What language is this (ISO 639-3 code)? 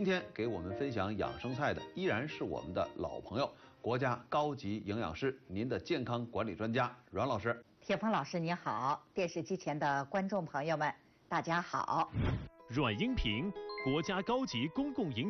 zho